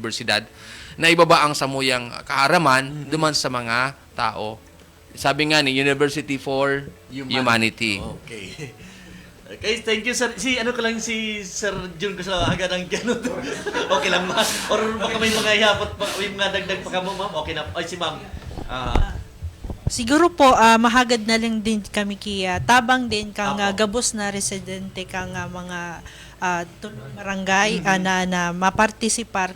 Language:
Bikol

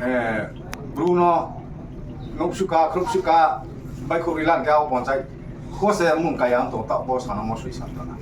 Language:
Riang (India)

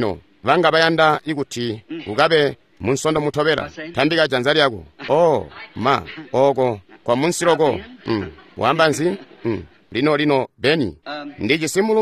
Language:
Tonga (Zambia)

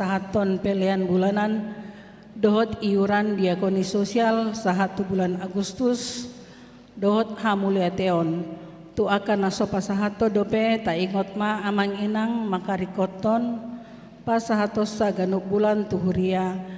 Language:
Batak Toba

